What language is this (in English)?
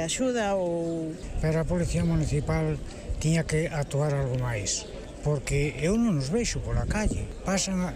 Galician